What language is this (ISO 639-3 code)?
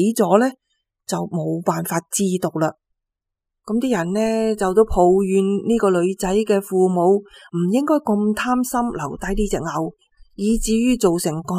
yue